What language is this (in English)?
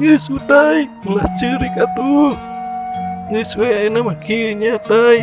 Sundanese